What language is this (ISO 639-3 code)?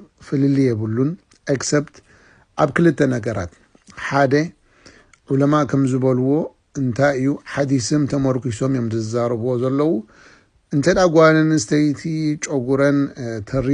tir